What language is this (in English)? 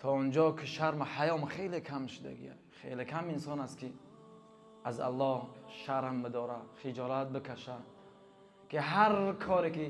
Tajik